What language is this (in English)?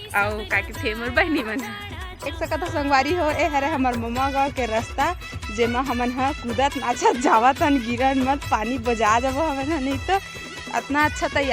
Chhattisgarhi